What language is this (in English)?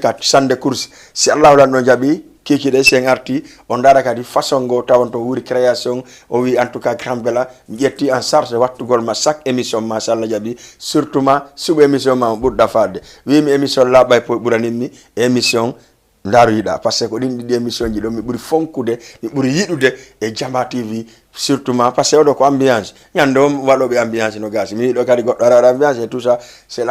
Fula